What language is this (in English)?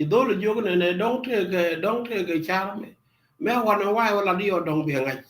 Nuer